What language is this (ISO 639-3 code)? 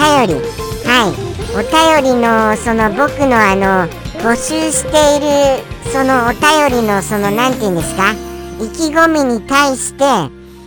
jpn